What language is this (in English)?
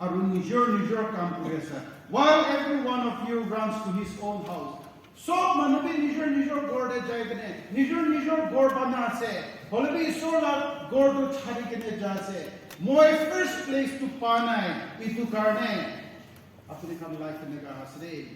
Naga Pidgin